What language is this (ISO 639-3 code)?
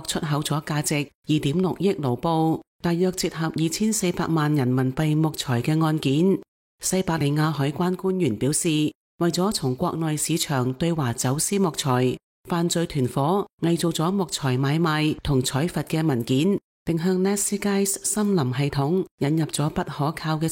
yue